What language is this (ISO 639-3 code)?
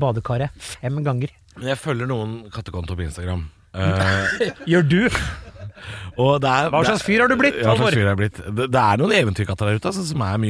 nor